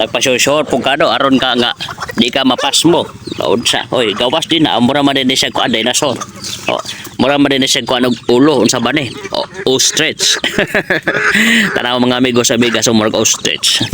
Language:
Cebuano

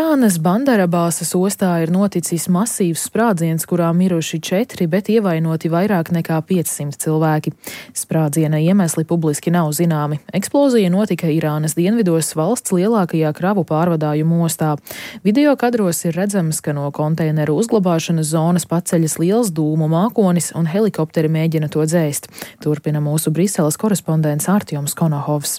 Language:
Latvian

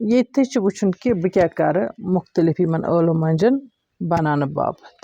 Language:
Kashmiri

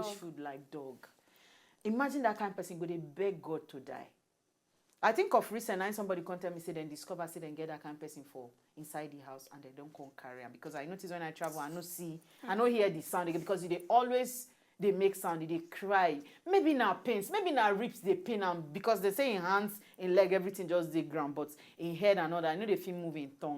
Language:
Nigerian Pidgin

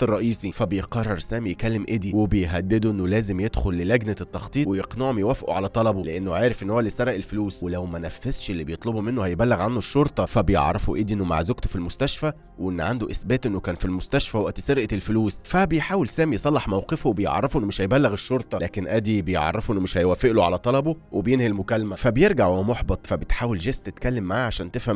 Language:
Egyptian Arabic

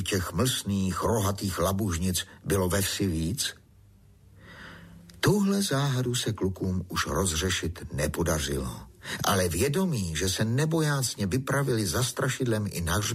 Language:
Czech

